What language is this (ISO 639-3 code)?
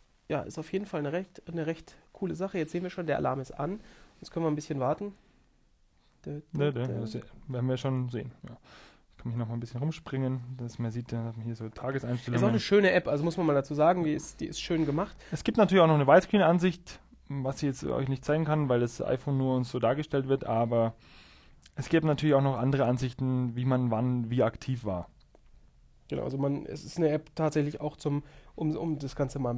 deu